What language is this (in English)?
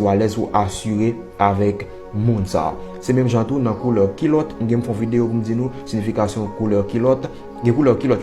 Haitian Creole